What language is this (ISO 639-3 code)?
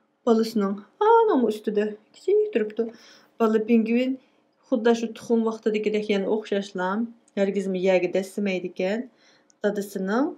uig